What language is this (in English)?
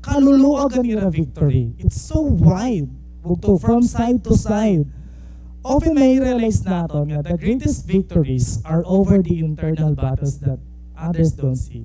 Waray